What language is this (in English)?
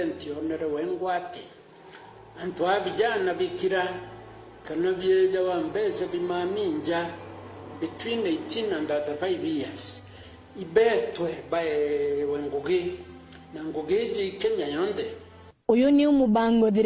Meru